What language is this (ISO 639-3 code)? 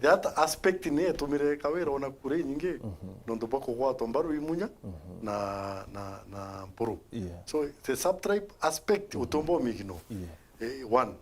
mer